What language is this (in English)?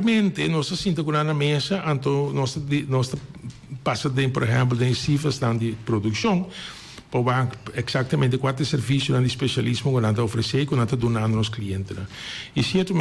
Papiamento